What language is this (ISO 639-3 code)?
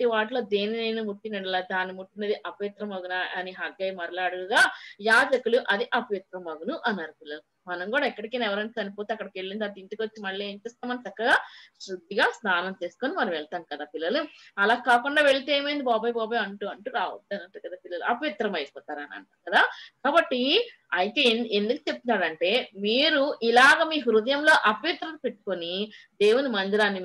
tel